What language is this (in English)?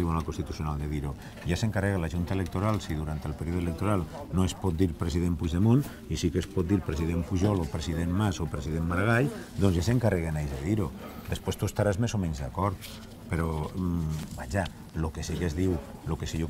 Catalan